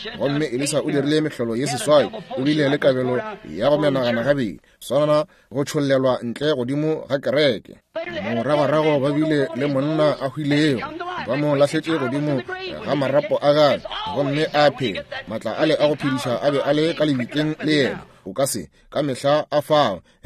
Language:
Northern Sotho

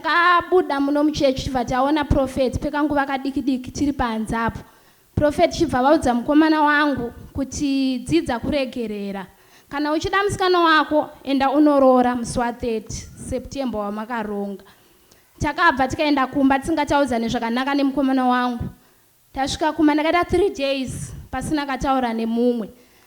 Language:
Shona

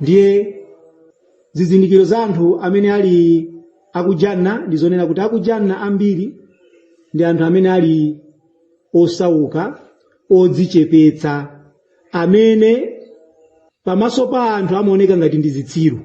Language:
Nyanja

